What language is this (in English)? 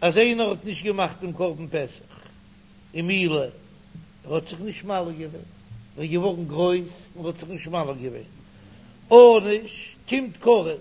Yiddish